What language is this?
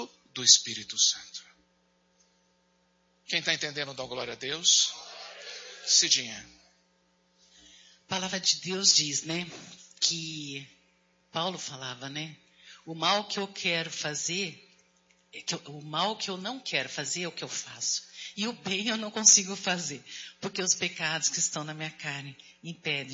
Portuguese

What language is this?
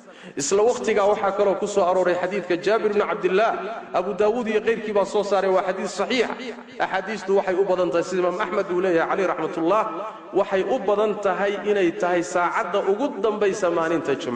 Somali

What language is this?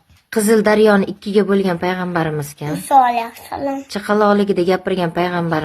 Uzbek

